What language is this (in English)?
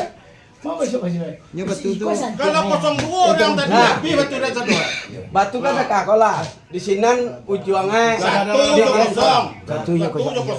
Minangkabau